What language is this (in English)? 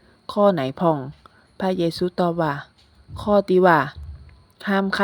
Northern Thai